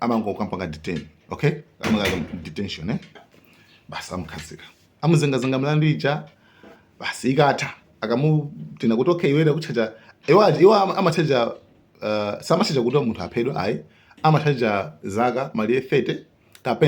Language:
Nyanja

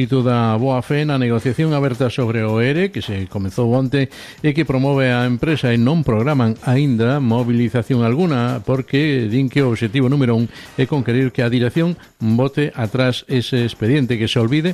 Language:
Galician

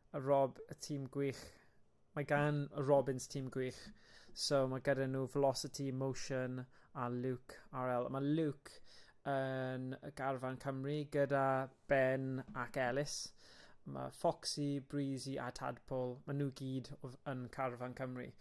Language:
Welsh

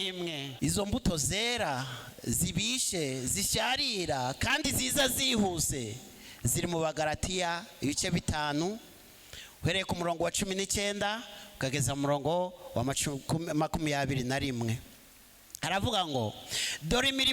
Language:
Kinyarwanda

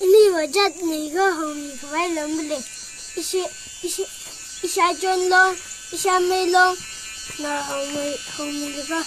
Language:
Tangkhul Naga (India)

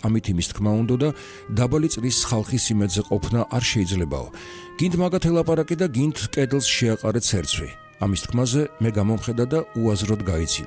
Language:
Georgian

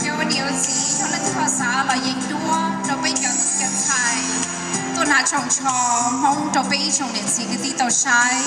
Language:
Hmong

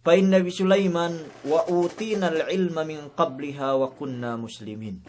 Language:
Yakan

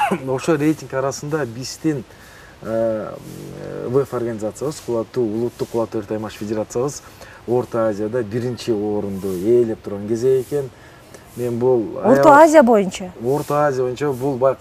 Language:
Kyrgyz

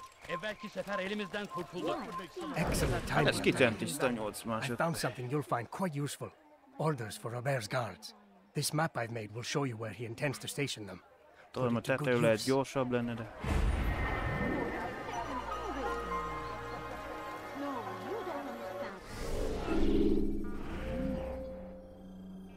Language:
Hungarian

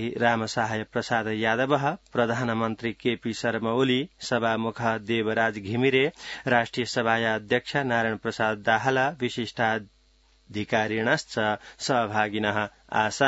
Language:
Sanskrit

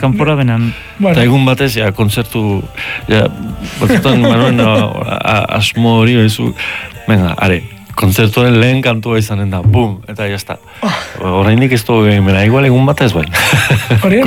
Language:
Basque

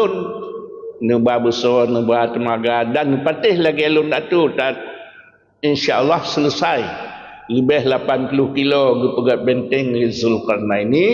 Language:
Achinese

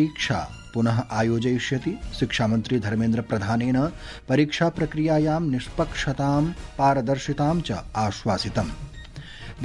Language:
Sanskrit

